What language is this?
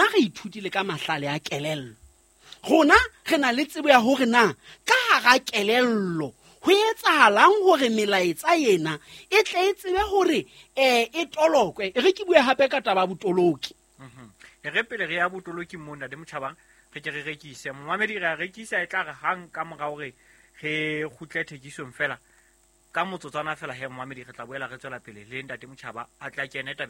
Southern Sotho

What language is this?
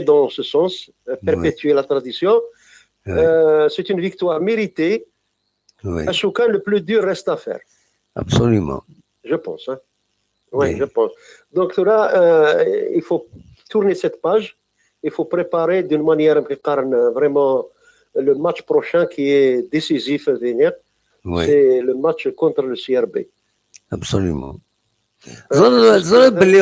Kabyle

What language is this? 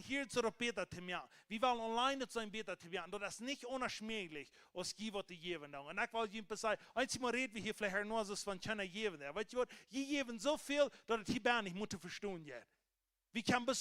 Plautdietsch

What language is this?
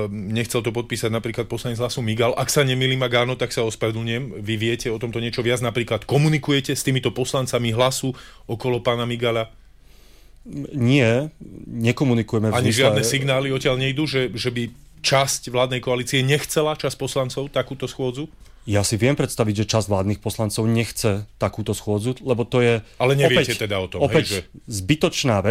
Slovak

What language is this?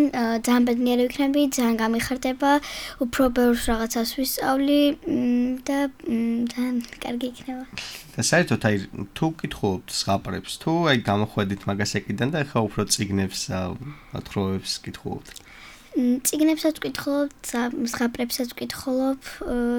Georgian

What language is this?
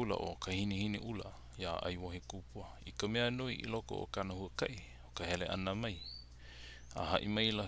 Hawaiian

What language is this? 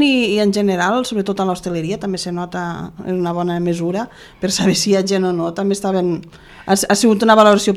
Catalan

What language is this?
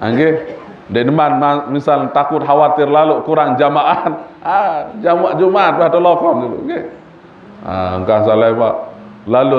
Sasak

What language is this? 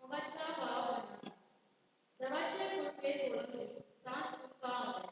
Konkani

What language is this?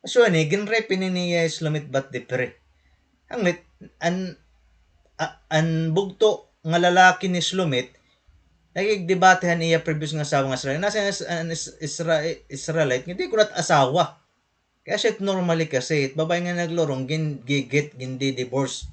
Waray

